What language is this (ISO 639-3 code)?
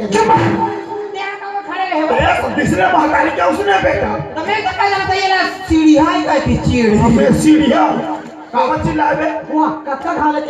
hne